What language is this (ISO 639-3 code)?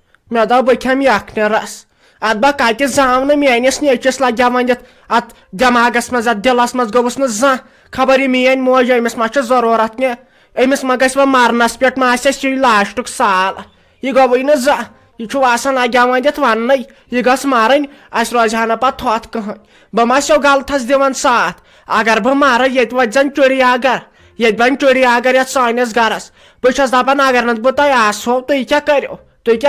kas